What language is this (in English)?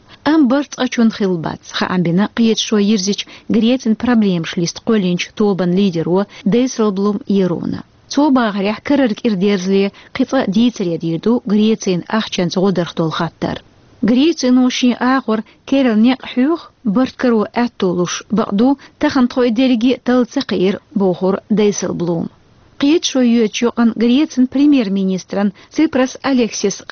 Chechen